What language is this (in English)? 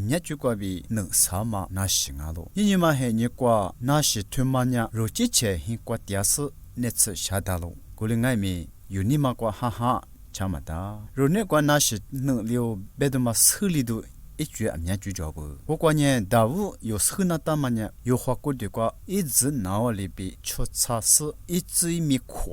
Lisu